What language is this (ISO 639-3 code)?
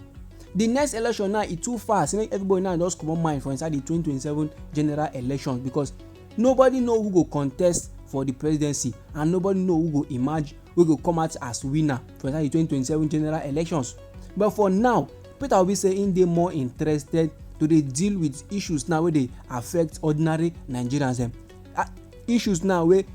pcm